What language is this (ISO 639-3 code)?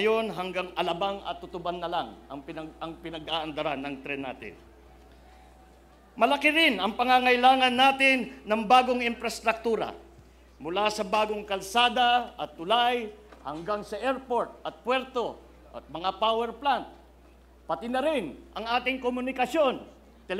fil